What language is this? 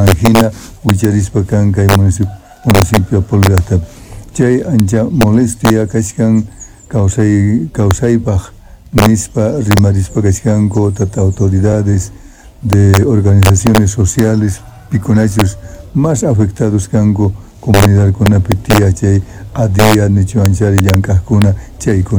South Bolivian Quechua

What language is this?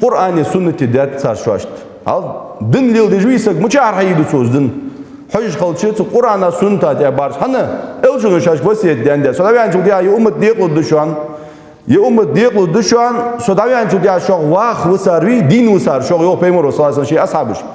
Ingush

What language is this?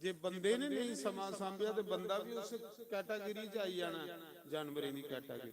Dogri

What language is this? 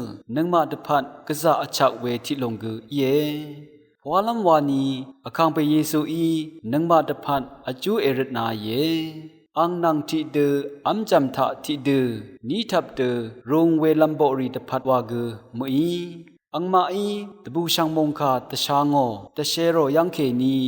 Rawang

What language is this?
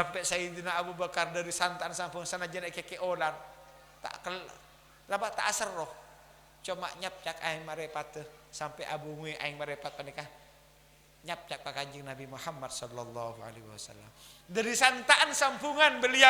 Madurese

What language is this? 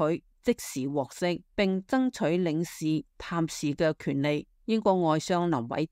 Cantonese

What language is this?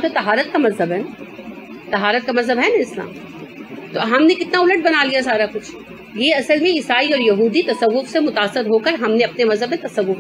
Urdu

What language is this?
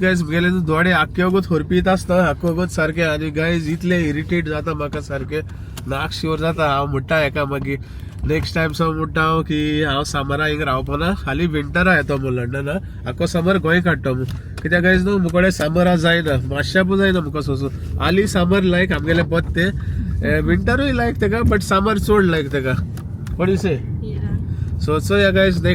Konkani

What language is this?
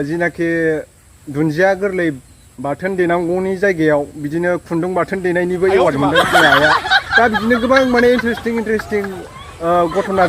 Bodo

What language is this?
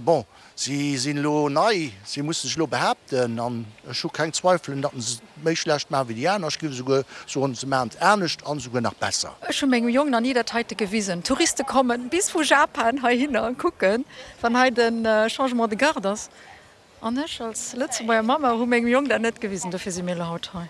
Luxembourgish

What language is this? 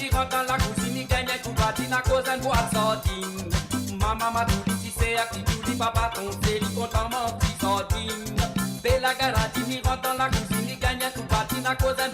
Morisyen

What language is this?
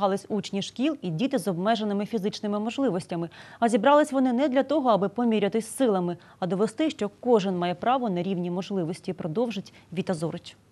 Ukrainian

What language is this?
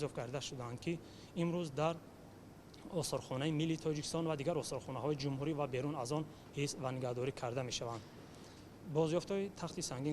Tajik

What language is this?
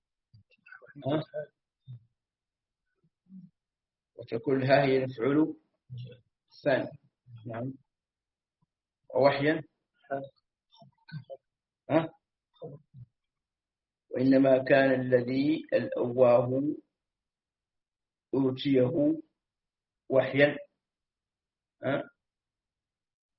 Arabic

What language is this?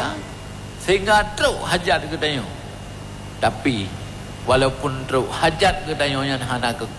Achinese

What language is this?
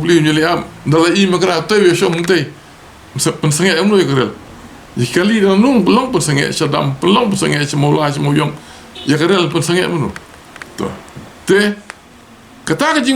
Khasi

